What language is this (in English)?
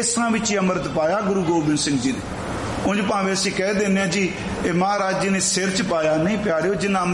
Punjabi